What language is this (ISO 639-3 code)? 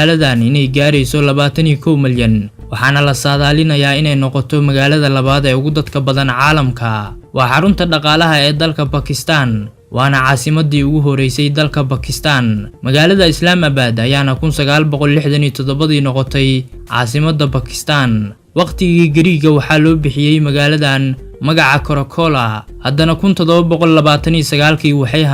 som